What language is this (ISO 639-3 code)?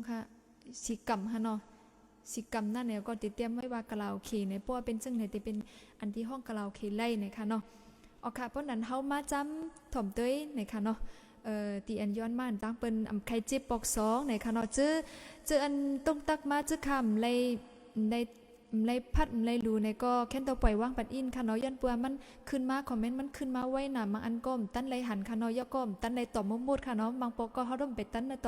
shn